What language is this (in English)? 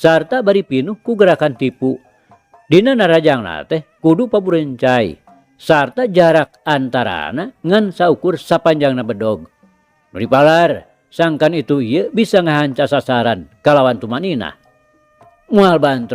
Sundanese